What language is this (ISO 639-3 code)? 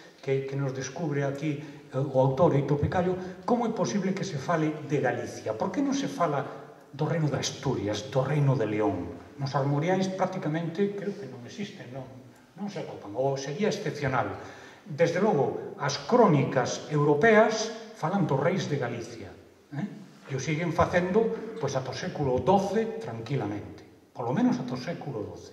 glg